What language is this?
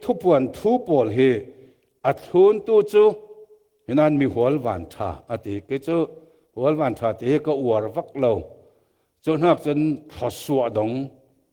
Falam Chin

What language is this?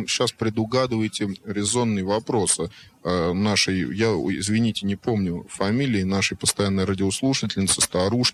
Russian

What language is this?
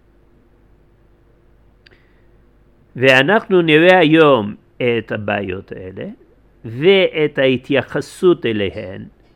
Hebrew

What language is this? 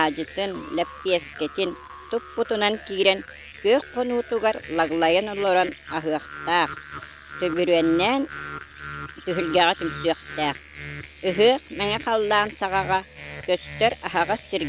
Yakut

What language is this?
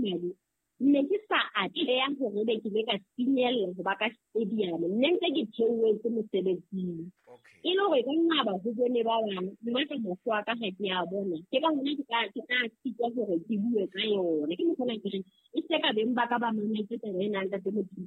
Southern Sotho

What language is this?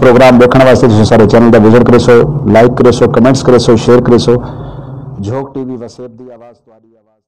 Saraiki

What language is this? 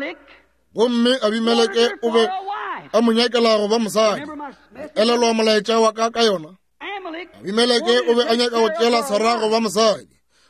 Northern Sotho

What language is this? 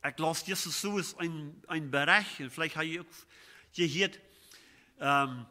Plautdietsch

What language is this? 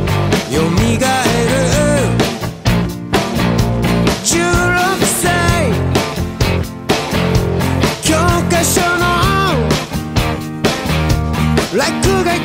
Japanese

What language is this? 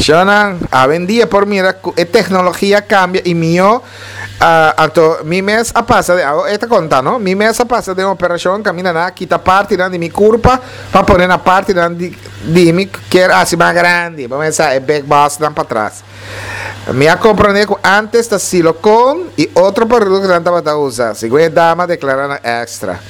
Papiamento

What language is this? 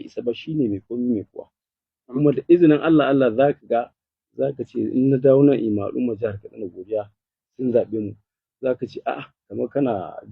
Hausa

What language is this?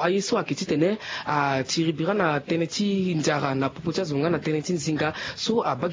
Sango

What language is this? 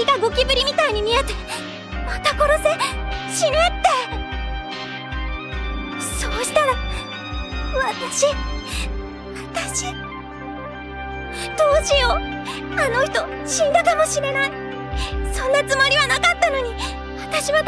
Japanese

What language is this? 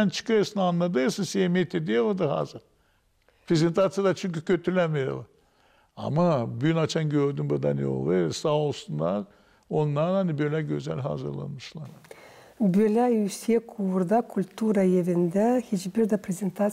Gagauz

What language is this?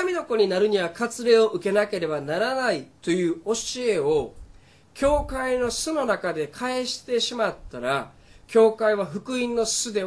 Japanese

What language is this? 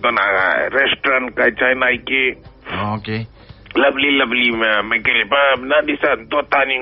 Fijian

